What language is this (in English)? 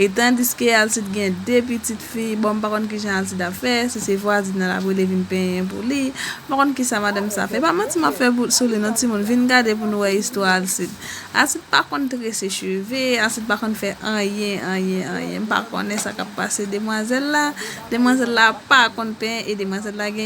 Haitian Creole